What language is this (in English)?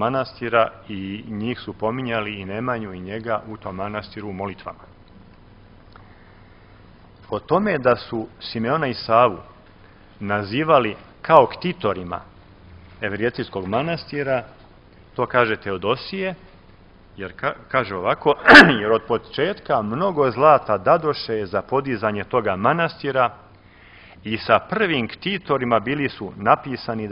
Serbian